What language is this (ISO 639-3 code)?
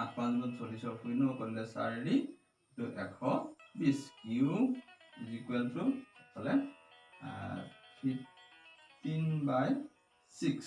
asm